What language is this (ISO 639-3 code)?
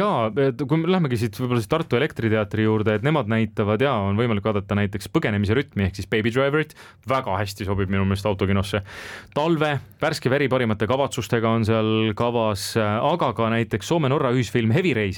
est